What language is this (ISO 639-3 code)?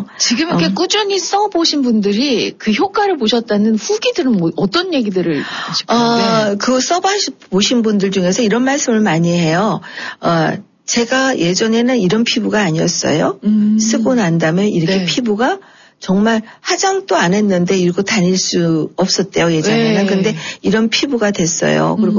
kor